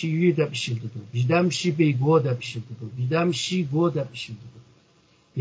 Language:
Uyghur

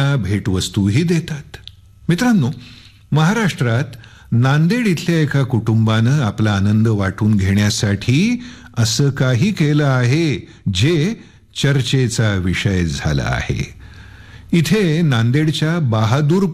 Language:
Marathi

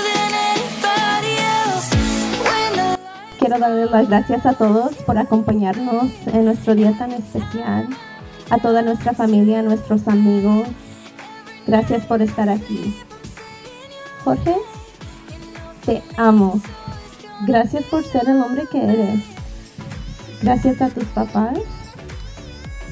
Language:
Spanish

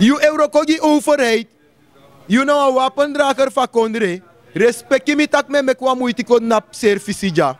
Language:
Sranan Tongo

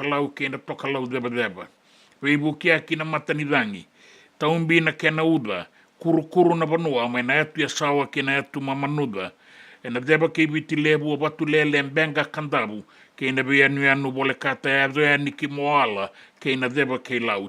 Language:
Fijian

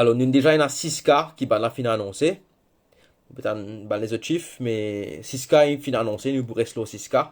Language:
Morisyen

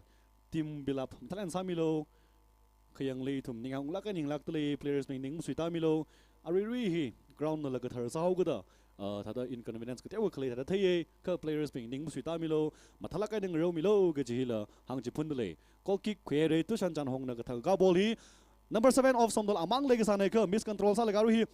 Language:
Tangkhul Naga (India)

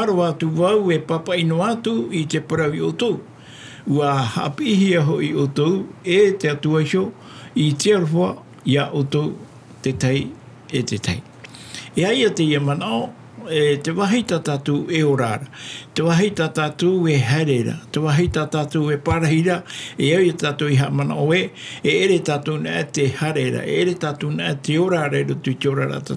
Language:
Tahitian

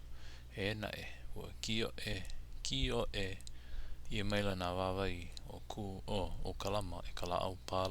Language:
Hawaiian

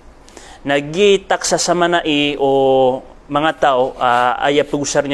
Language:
Maranao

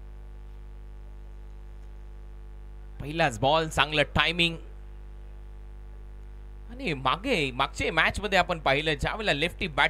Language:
Marathi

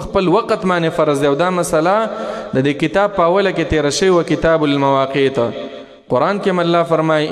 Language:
Pashto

